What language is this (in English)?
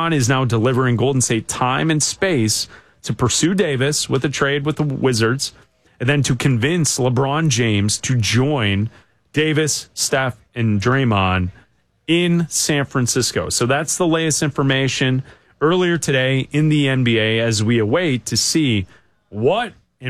English